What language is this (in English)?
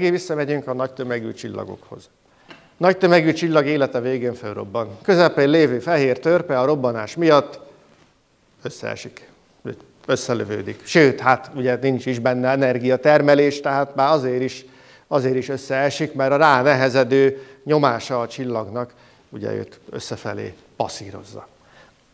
Hungarian